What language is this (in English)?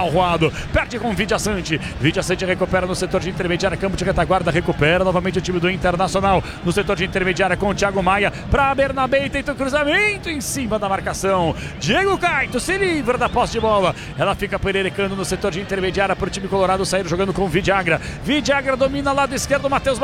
Portuguese